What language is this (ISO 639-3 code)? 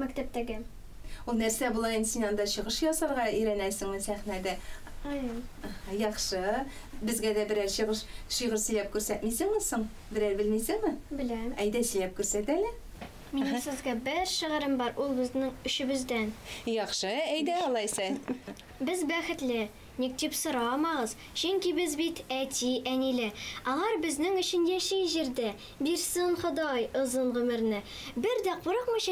tat